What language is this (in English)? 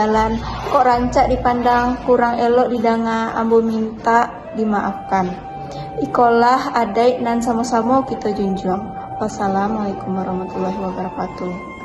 Minangkabau